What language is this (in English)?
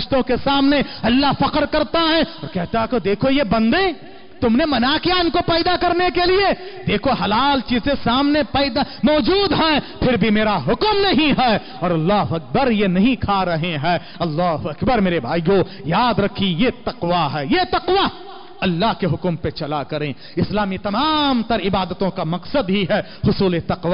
Urdu